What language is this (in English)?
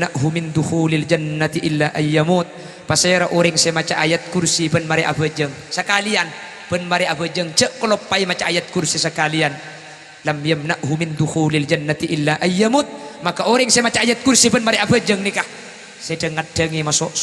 Madurese